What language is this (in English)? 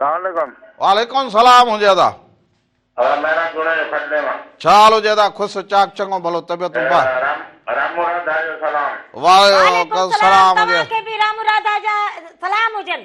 Sindhi